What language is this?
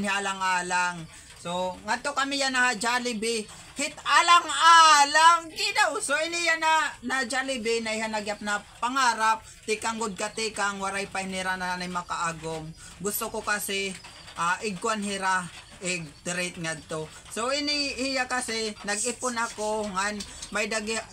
Waray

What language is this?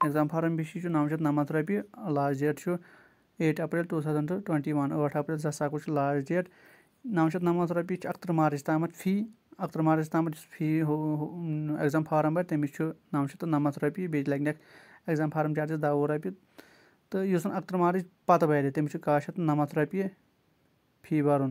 Kashmiri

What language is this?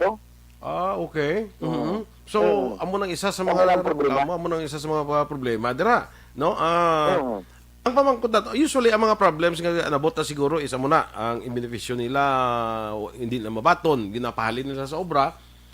Hiligaynon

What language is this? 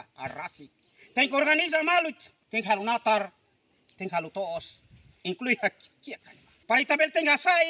Tetum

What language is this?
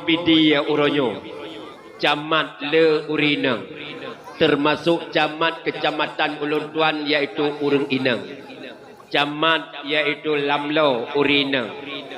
Achinese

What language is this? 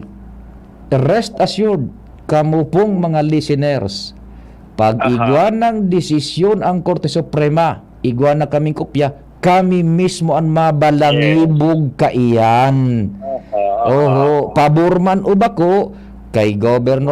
Bikol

